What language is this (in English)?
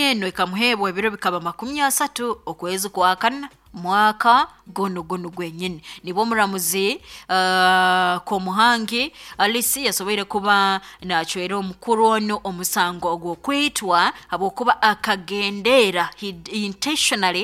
Nyoro